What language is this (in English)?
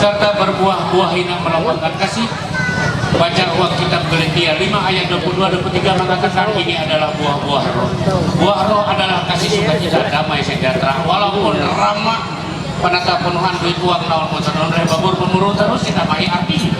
Ma'anyan